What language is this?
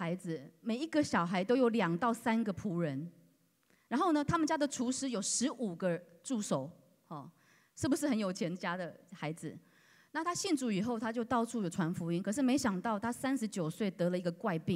Chinese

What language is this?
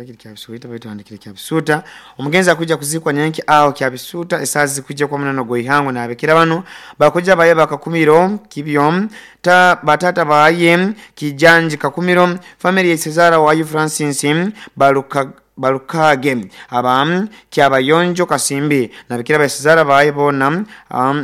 Nyoro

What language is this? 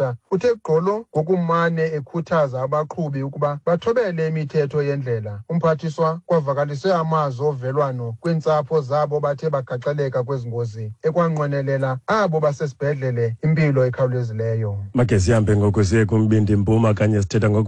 Xhosa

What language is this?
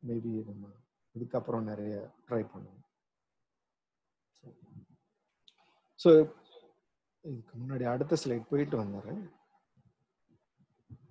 Tamil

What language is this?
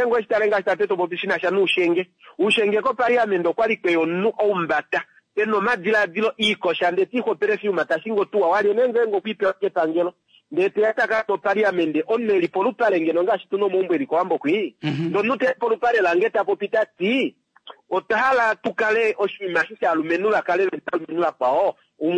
Kuanyama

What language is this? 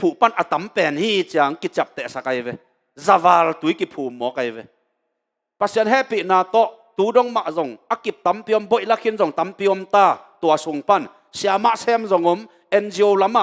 Tedim Chin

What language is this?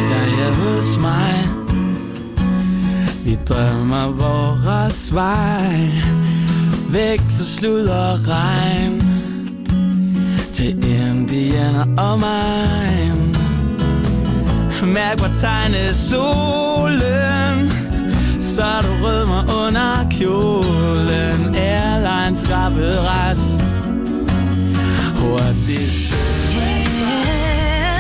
Danish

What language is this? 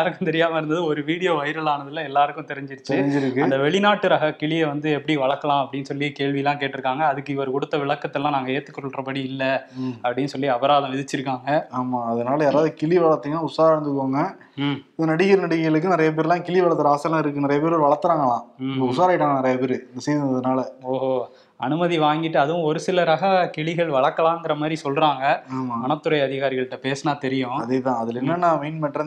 Tamil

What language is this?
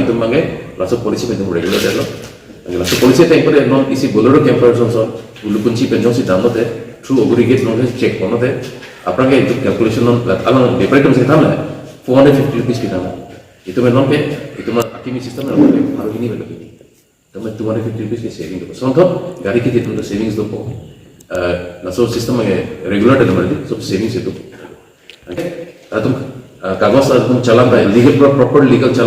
Karbi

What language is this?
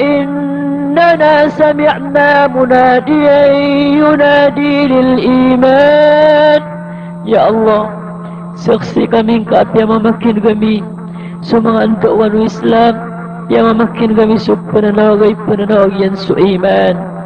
Maranao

